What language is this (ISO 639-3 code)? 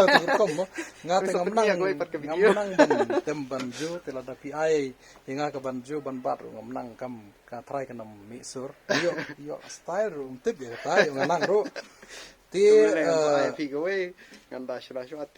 kha